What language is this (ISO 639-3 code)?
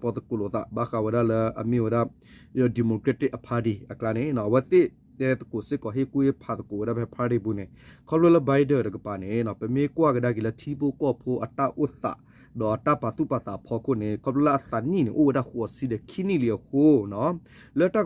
ksw